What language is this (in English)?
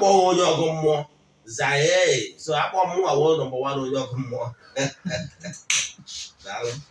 Igbo